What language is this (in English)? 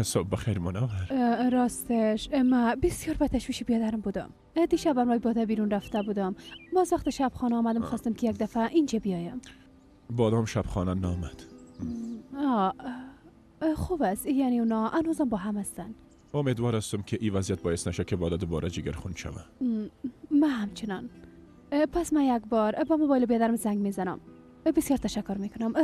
Persian